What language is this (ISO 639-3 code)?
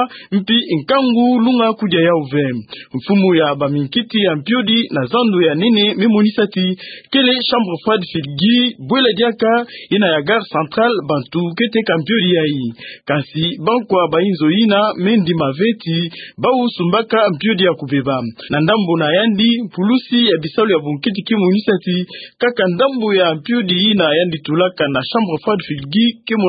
ktu